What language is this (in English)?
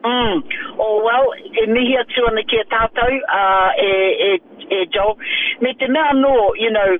Māori